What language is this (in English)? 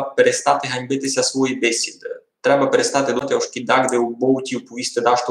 Rusyn